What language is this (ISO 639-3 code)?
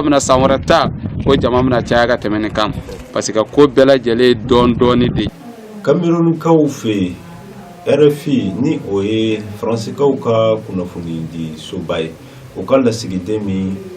bam